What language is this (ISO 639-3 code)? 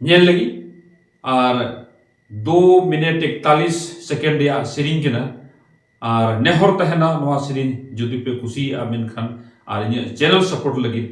sat